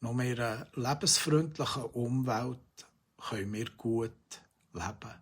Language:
Swiss German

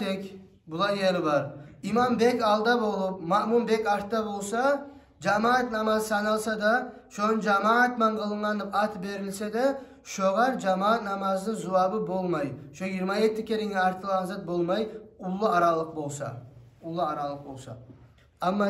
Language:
Kumyk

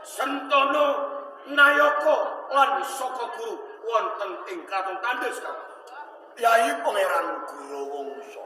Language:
Javanese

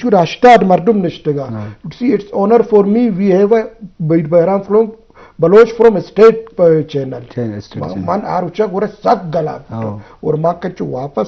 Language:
Eastern Balochi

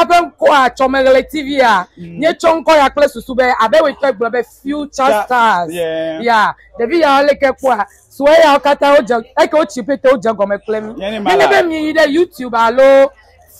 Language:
Ewe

